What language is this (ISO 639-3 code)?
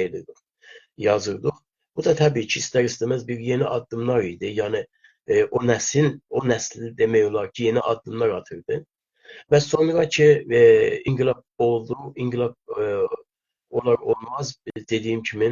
azb